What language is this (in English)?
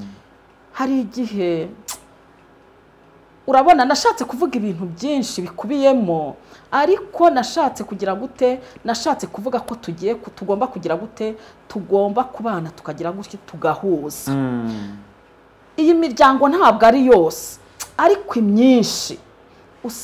Kinyarwanda